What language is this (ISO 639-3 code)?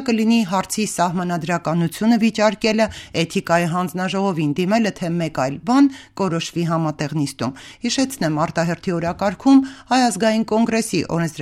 hye